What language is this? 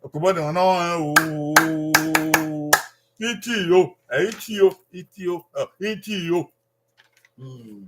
Bini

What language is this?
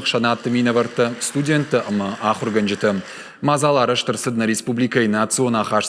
Ossetic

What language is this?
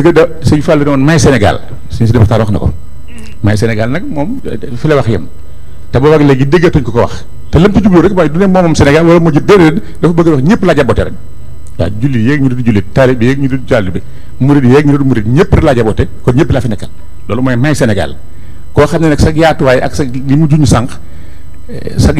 Wolof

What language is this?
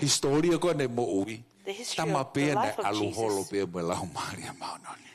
Tongan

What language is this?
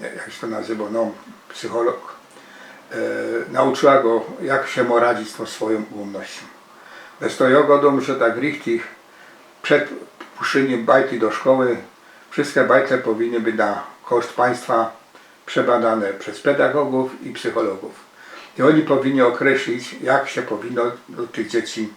Silesian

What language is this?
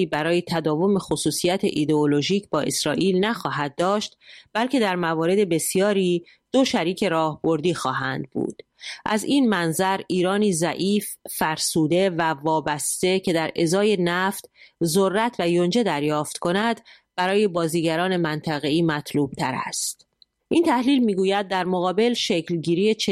Persian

